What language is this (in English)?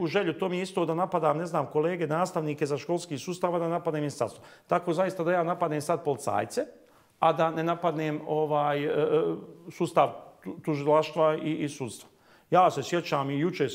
Bosnian